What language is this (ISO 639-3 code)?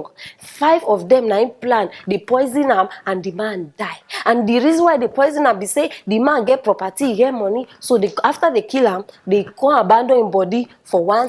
pcm